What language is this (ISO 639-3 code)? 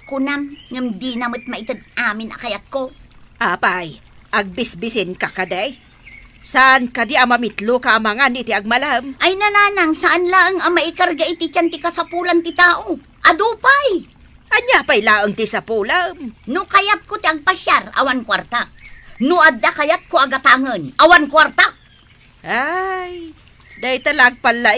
ilo